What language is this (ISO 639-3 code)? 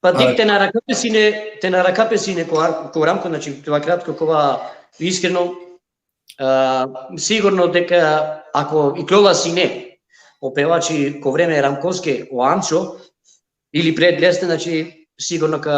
rmn